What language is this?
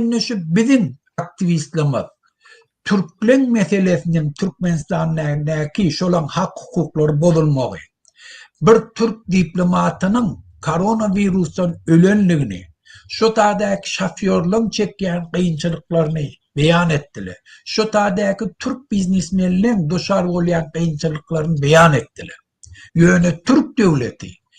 Turkmen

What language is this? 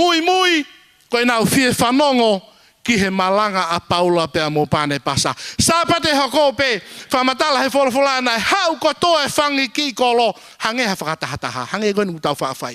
Tongan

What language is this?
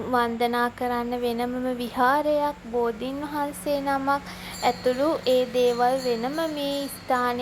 Sinhala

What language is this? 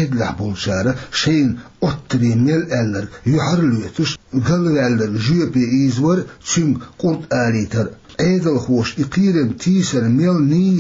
Chechen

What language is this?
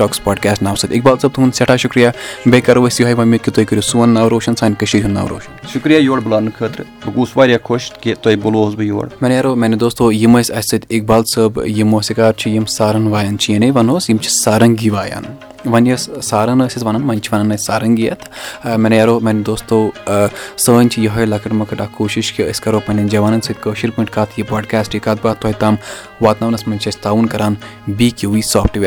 Kashmiri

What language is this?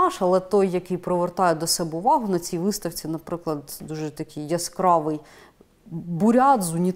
Ukrainian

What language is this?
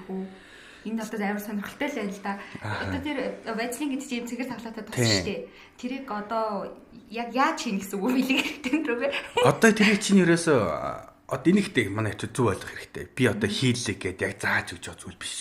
Mongolian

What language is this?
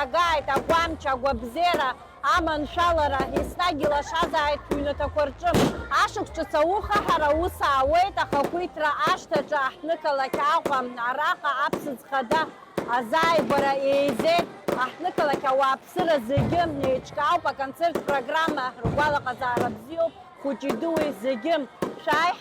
Abkhazian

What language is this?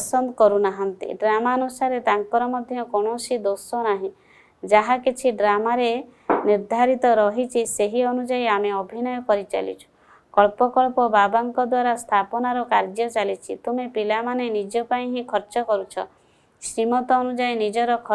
Odia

